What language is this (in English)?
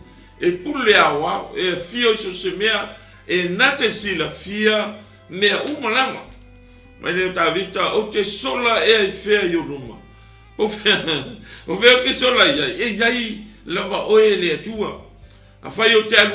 Samoan